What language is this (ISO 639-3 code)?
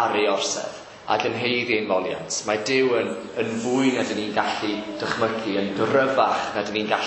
cym